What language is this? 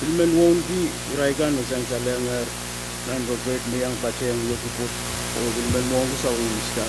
Pohnpeian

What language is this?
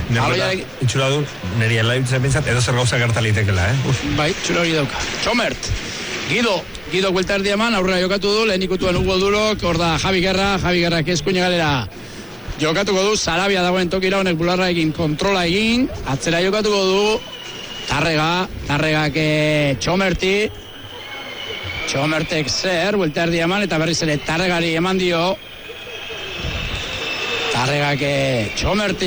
Basque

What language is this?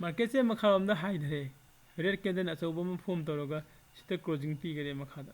Manipuri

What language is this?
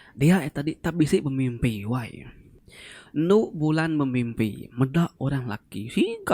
Iban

